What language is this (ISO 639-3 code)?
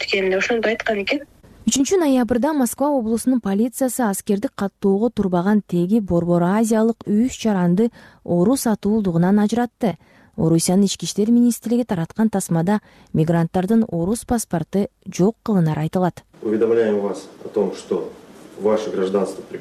kir